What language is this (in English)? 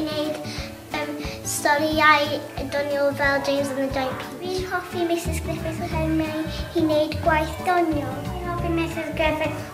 Welsh